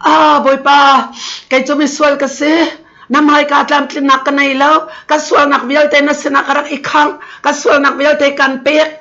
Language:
Hakha Chin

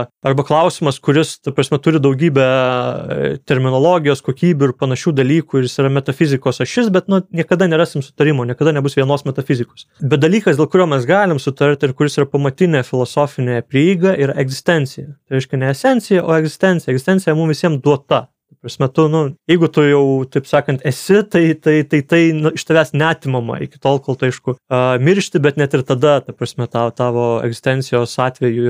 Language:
Lithuanian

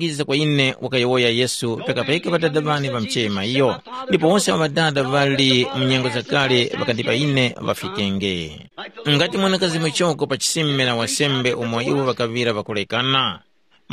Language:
Tumbuka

